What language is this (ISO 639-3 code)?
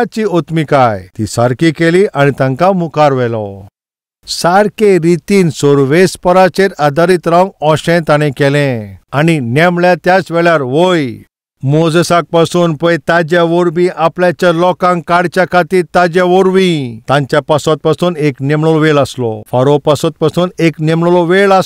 kok